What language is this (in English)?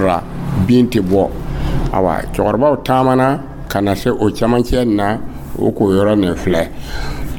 Dyula